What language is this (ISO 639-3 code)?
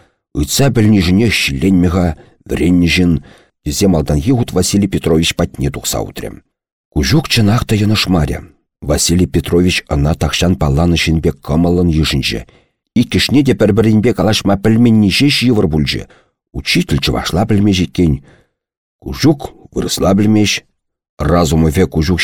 chv